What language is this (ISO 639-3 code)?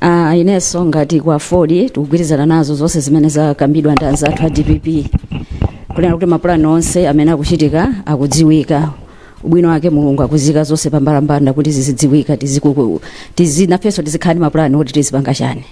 nya